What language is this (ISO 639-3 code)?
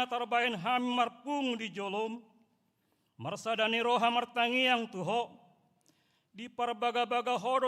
bbc